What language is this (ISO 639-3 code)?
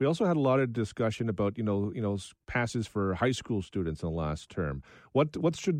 eng